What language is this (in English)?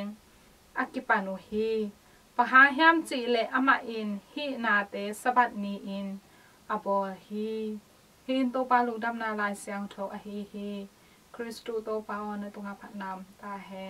Tedim Chin